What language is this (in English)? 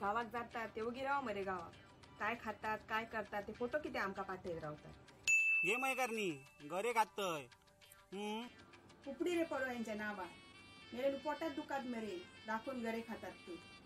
Konkani